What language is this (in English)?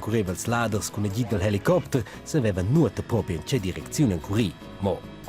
Romansh